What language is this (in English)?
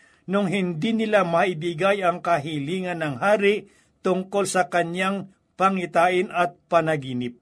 Filipino